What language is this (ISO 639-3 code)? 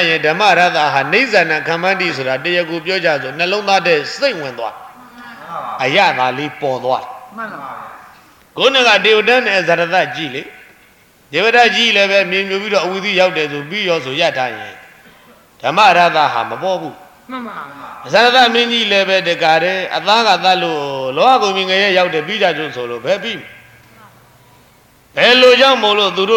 mya